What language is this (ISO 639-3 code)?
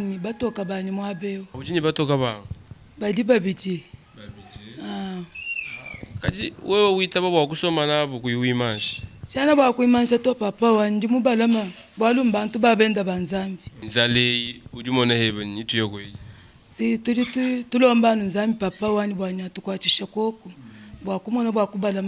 lua